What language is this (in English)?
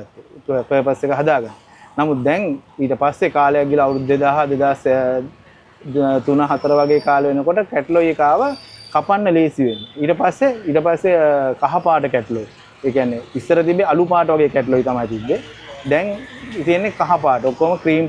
Sinhala